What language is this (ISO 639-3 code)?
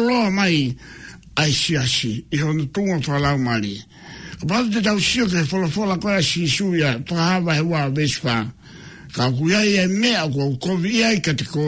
ton